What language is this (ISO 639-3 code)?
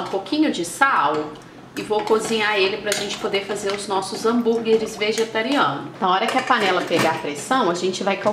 por